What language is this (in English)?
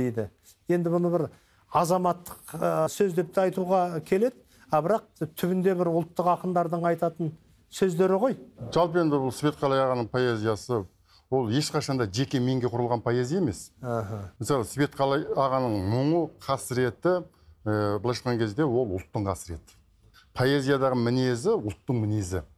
Kazakh